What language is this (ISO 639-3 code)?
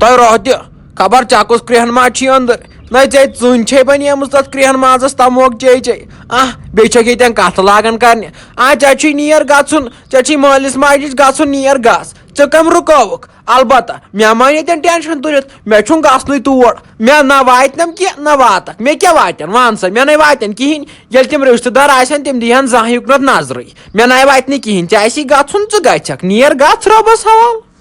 kas